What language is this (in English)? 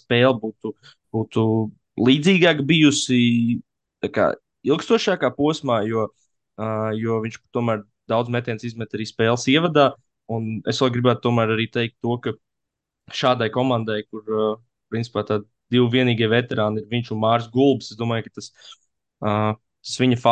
Latvian